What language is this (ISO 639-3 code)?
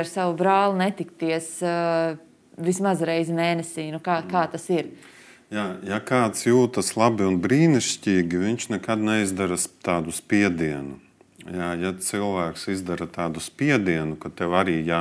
lav